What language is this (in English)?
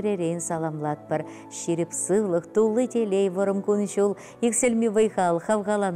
Chuvash